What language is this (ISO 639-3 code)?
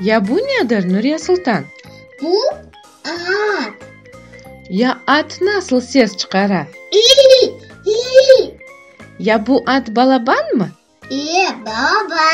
crh